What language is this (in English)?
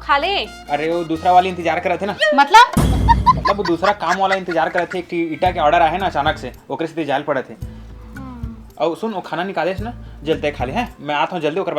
Chhattisgarhi